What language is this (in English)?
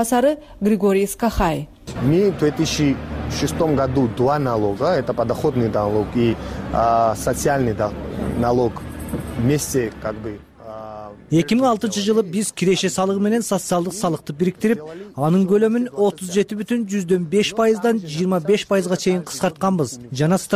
Kyrgyz